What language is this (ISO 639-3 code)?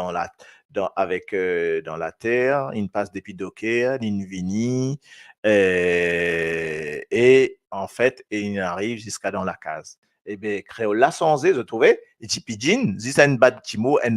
mfe